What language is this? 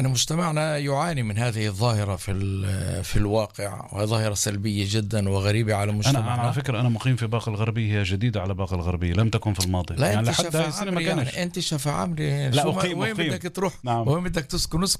North Levantine Arabic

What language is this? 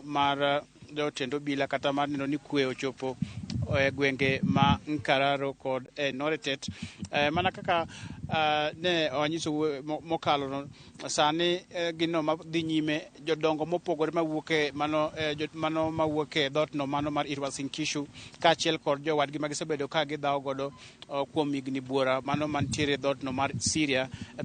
Luo (Kenya and Tanzania)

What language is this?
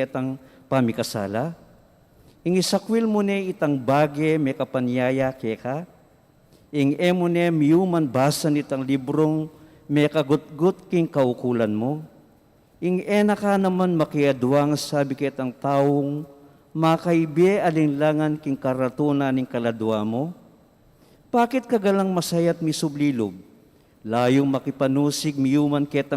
Pampanga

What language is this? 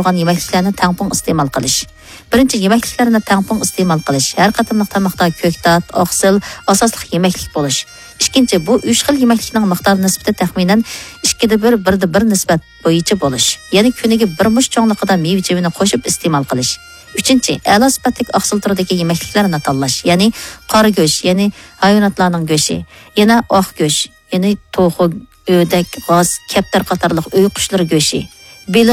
Uyghur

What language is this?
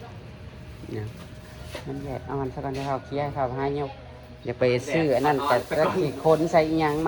Northeastern Thai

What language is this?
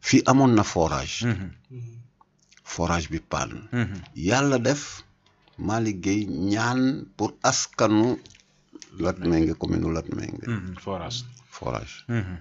Wolof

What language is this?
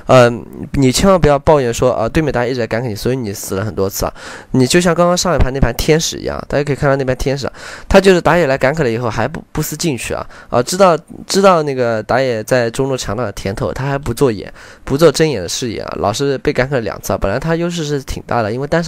Chinese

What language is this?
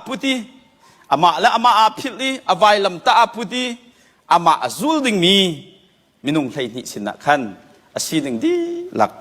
Hakha Chin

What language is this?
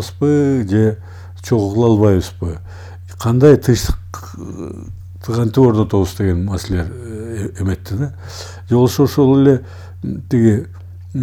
Kyrgyz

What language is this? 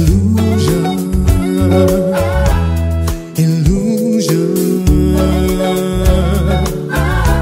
English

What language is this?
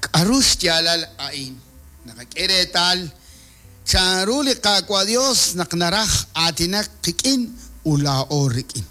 Kekchí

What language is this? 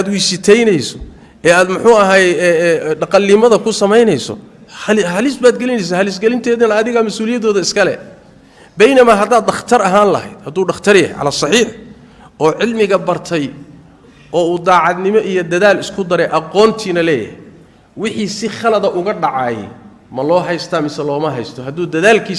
Somali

